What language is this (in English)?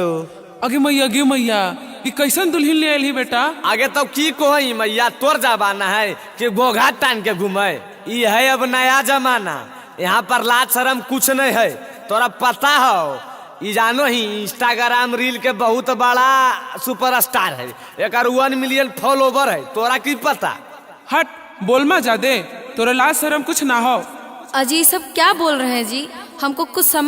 Magahi